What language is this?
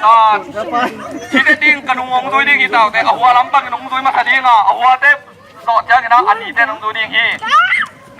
Tedim Chin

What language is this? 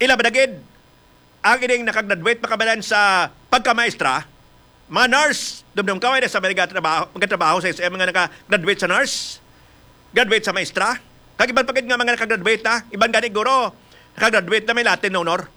Hiligaynon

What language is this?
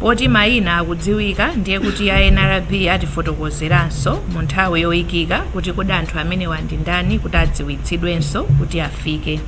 Nyanja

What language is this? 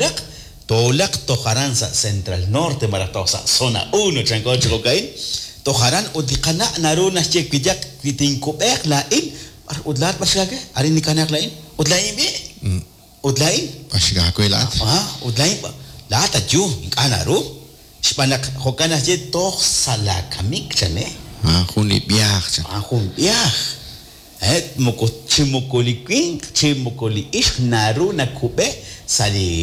Kekchí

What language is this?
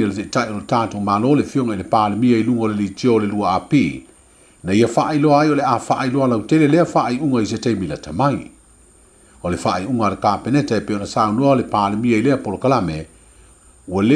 Samoan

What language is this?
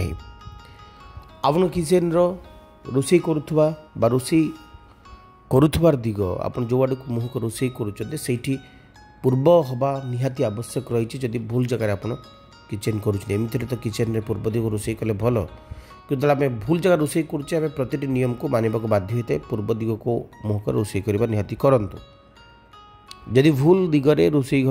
Odia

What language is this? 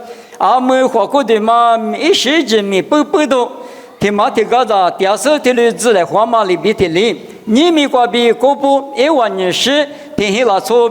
Lisu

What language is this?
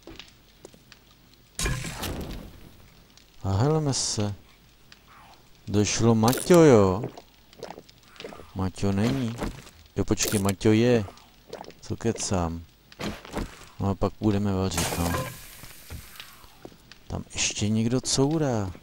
Czech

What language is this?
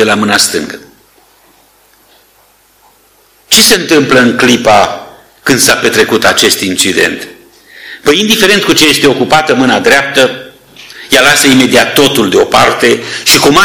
Romanian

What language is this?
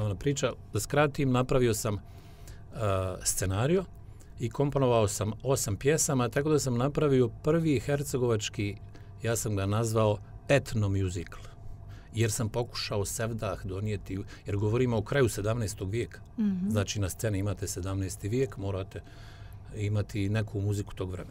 Bosnian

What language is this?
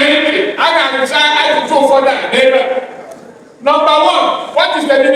Igbo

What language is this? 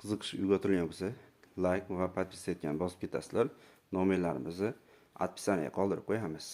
Uzbek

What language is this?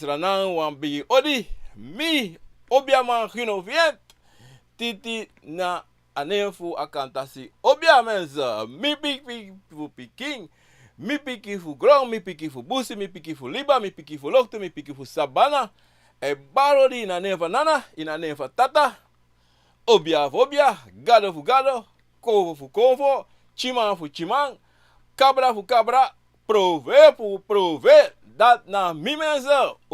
Sranan Tongo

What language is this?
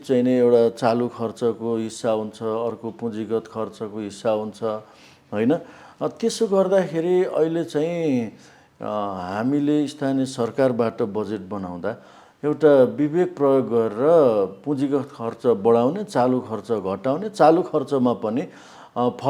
Nepali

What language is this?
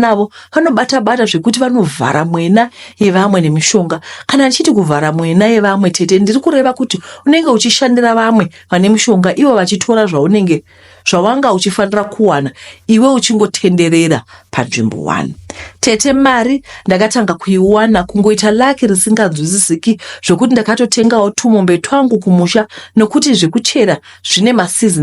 Shona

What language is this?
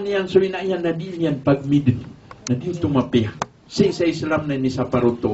Maranao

